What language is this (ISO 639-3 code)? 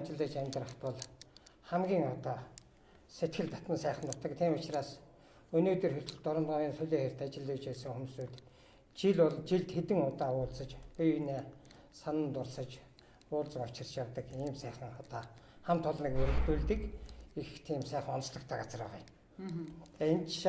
mon